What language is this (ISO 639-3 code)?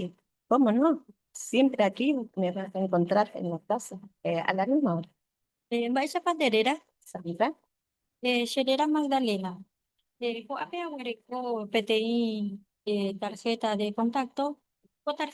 grn